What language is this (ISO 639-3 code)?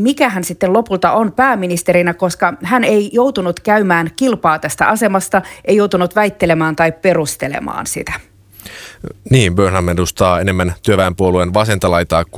fin